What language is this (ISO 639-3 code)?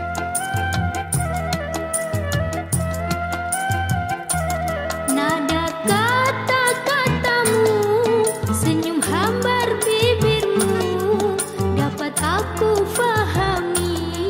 msa